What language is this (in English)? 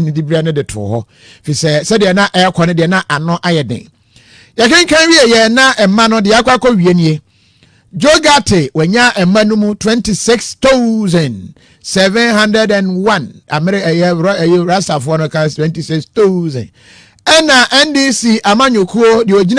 Akan